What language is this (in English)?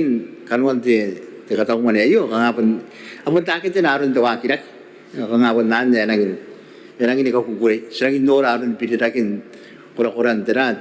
Gilbertese